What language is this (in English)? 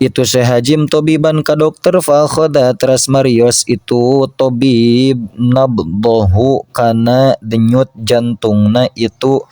Sundanese